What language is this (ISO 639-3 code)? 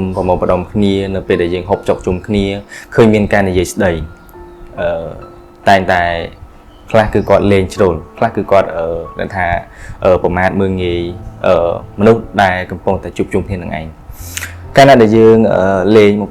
khm